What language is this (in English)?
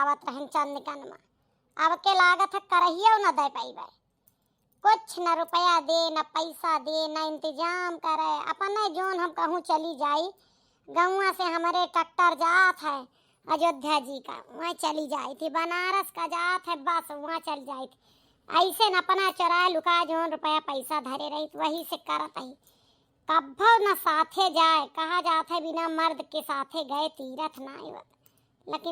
Awadhi